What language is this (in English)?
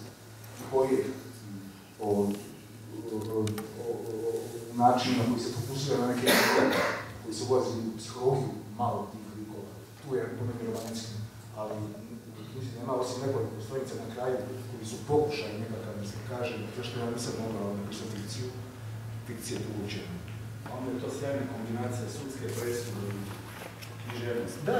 Croatian